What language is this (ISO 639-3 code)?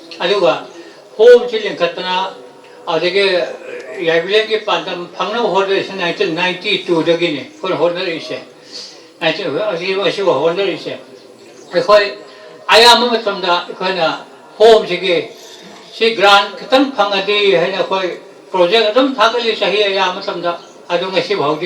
mni